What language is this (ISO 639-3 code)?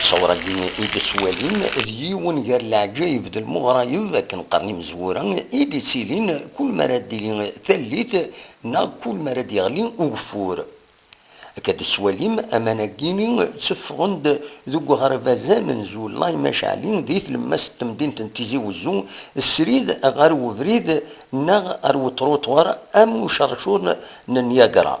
kab